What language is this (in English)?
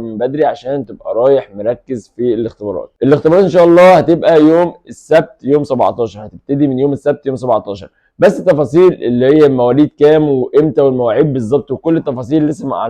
Egyptian Arabic